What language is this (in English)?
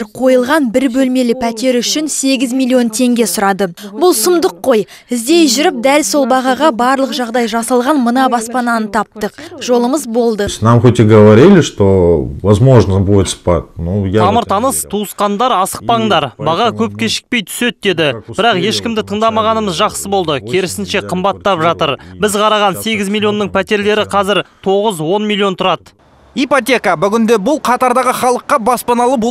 Kazakh